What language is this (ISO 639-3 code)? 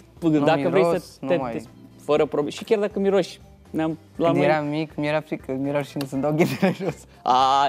ron